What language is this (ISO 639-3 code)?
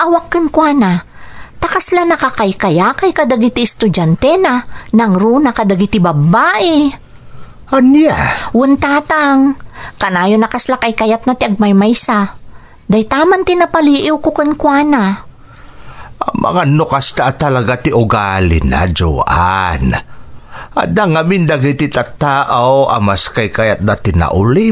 ilo